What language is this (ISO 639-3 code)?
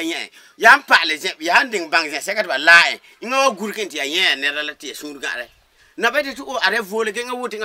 gur